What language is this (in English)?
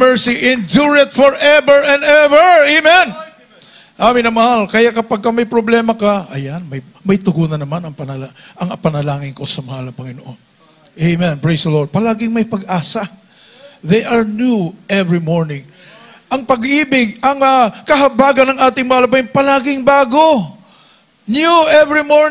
Filipino